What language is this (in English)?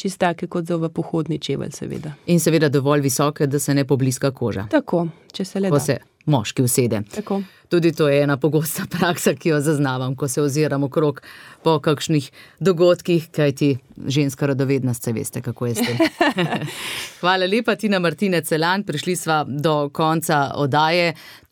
Slovenian